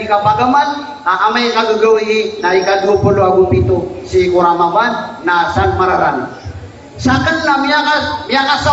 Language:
Maranao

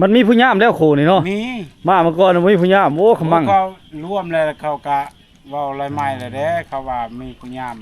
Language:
Lao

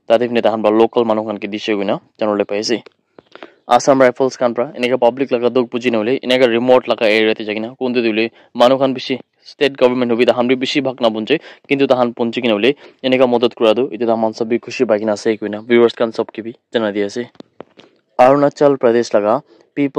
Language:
Naga Pidgin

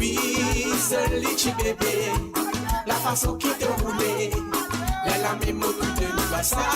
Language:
Morisyen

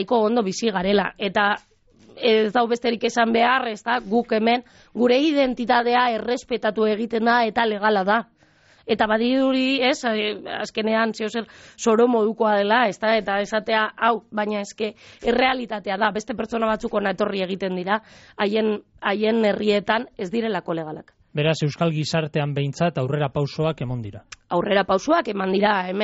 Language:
Basque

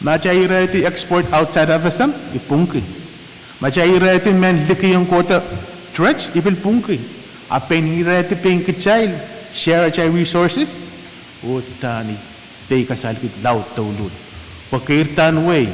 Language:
Pohnpeian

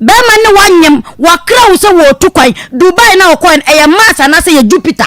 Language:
Akan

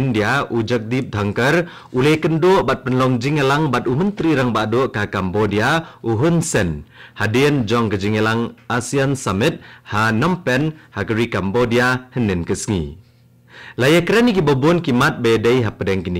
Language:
Khasi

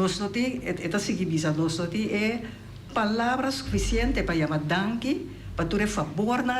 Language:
Papiamento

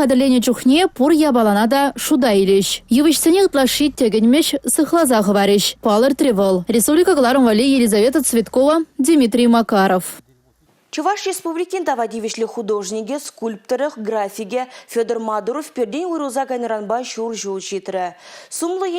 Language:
Chuvash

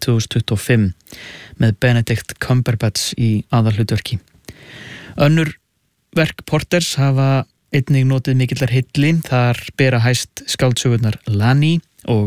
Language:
Icelandic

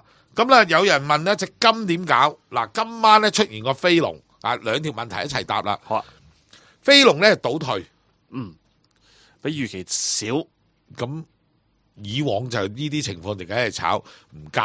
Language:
Cantonese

